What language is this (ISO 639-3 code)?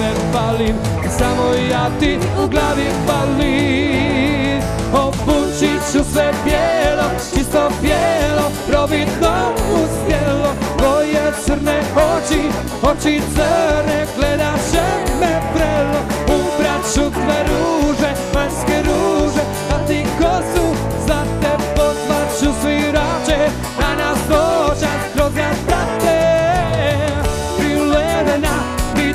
hrv